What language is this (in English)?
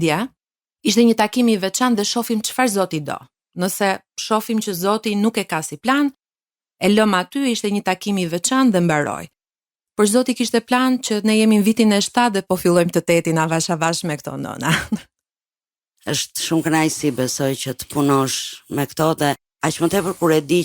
Albanian